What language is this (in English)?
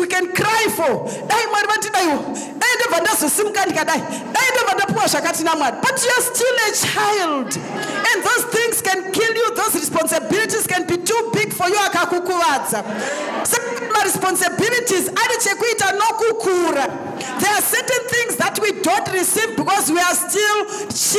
Shona